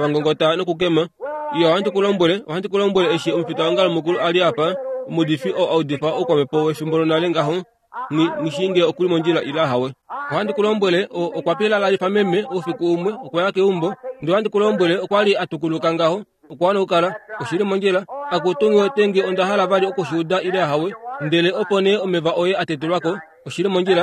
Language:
Kuanyama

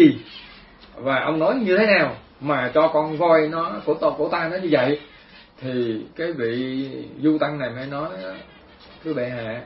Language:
Vietnamese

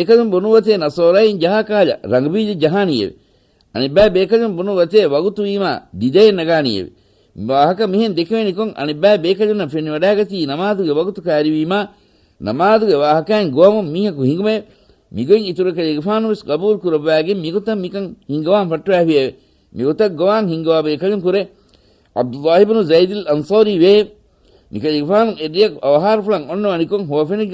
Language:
Divehi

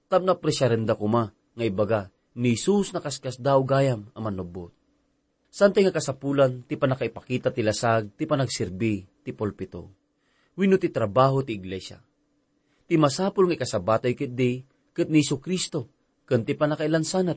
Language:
Iloko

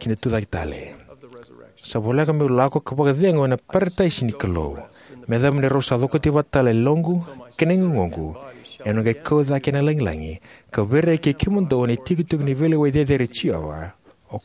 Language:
Fijian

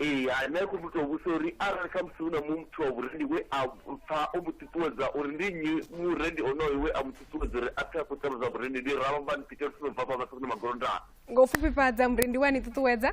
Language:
Venda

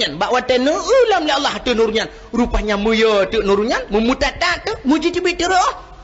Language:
Achinese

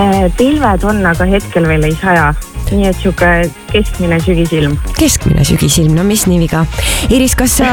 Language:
Estonian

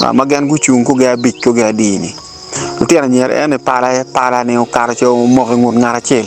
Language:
Acoli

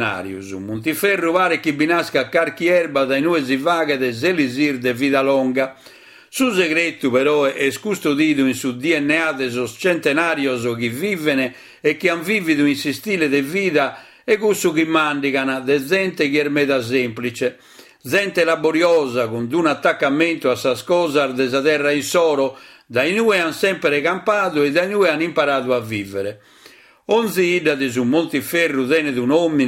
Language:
Sardinian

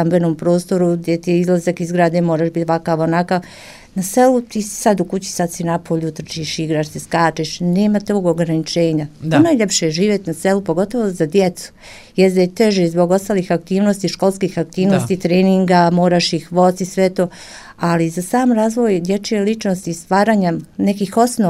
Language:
Serbian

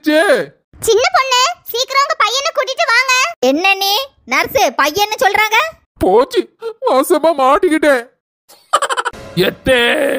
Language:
Tamil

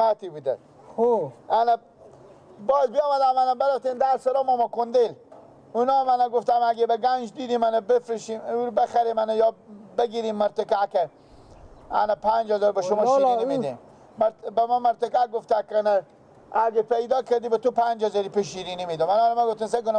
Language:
Persian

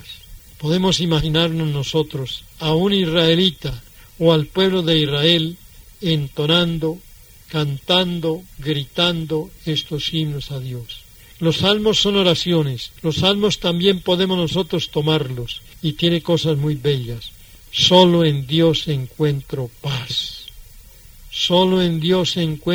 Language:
Spanish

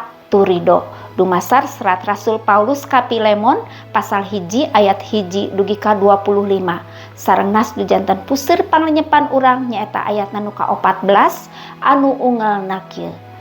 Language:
Sundanese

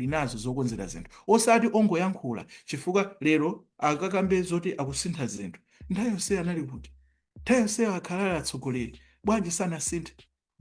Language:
Nyanja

